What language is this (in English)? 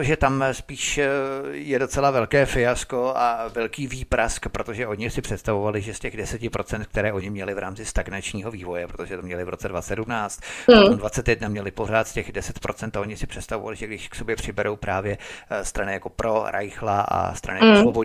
Czech